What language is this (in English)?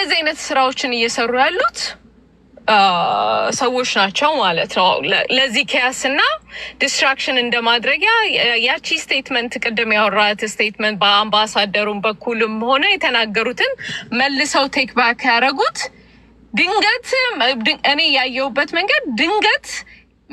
Amharic